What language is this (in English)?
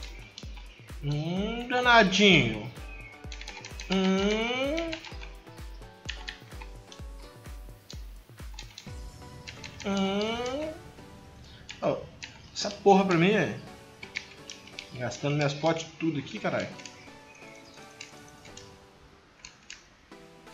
Portuguese